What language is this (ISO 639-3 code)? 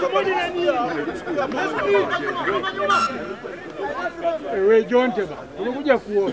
swa